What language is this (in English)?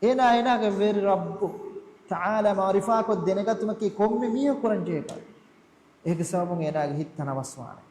Divehi